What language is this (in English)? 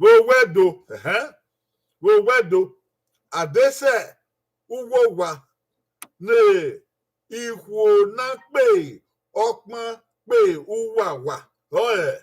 Bini